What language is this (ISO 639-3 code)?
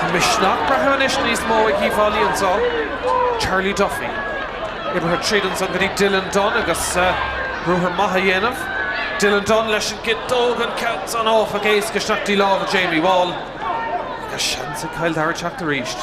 gle